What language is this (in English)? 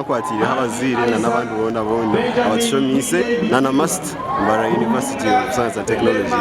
Nyankole